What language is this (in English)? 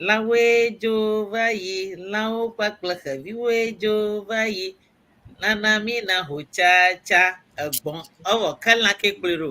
Ewe